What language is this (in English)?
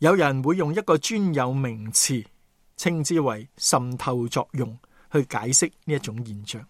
Cantonese